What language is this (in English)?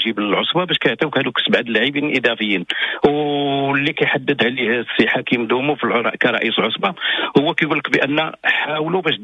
Moroccan Arabic